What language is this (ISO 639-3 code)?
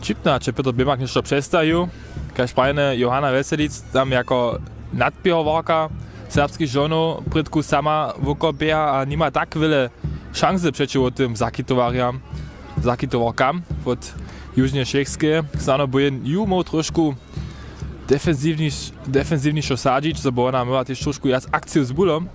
hsb